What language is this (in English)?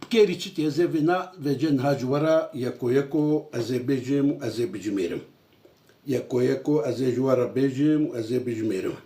Kurdish